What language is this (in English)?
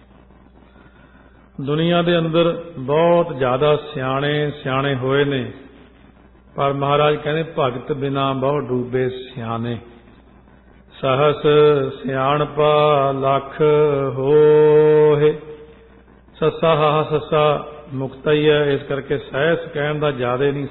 Punjabi